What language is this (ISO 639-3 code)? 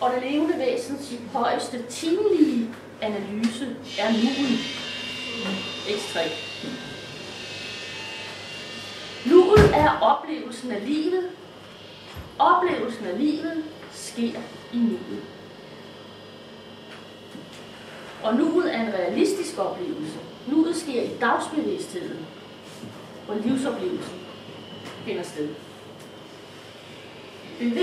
dan